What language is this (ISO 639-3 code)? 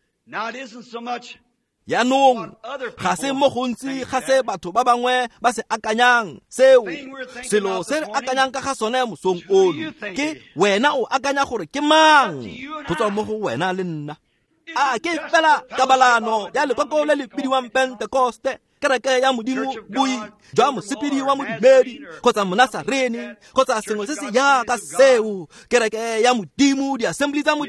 tsn